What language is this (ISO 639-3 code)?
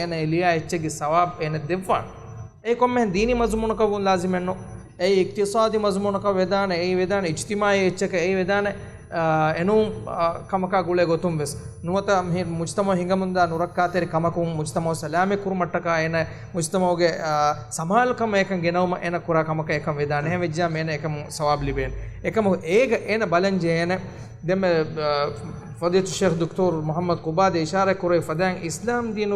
div